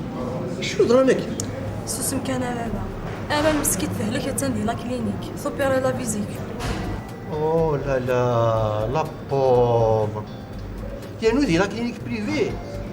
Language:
Kabyle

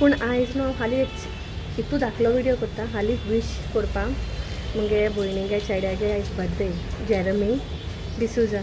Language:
Konkani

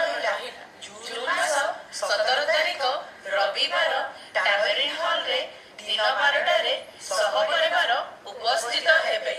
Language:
Odia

